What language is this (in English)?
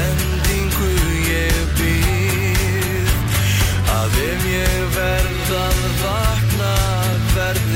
Icelandic